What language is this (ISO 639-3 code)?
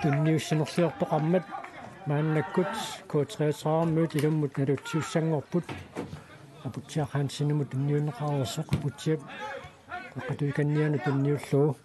kal